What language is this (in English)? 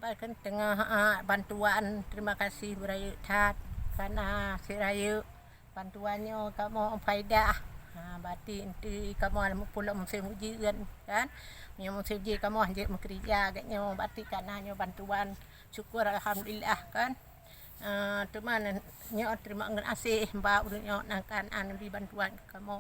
Achinese